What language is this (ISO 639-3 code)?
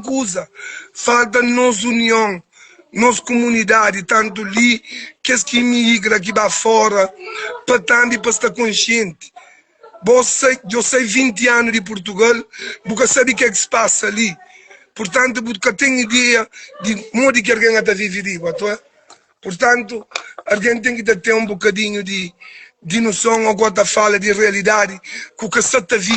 kea